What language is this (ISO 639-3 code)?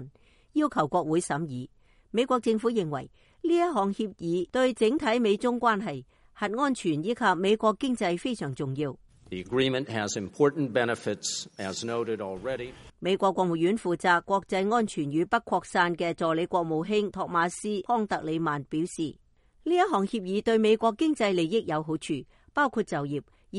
yue